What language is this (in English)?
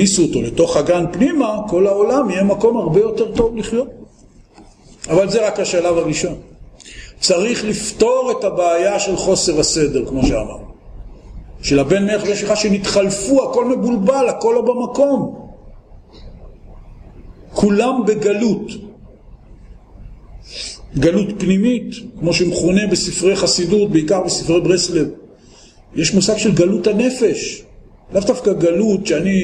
Hebrew